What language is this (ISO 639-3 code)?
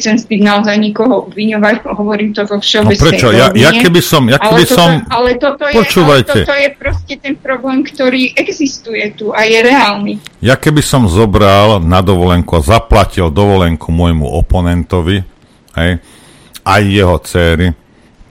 slk